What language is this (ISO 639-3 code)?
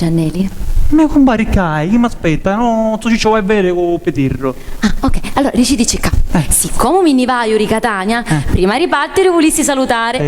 scn